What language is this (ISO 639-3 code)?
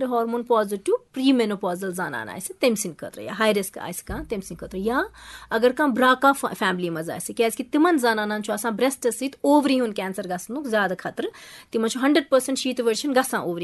kas